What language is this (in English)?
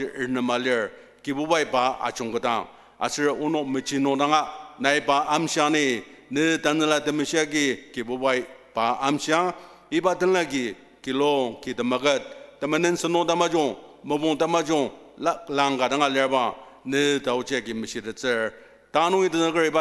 Ao Naga